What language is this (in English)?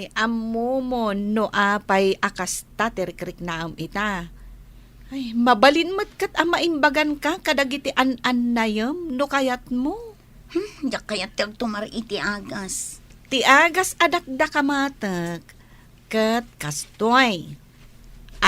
Iloko